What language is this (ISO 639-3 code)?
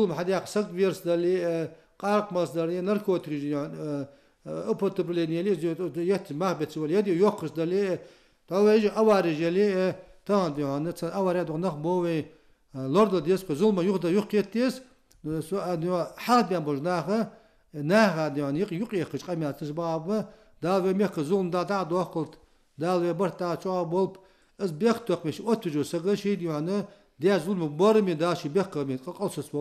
inh